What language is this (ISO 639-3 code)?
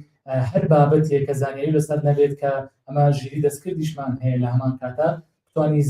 ckb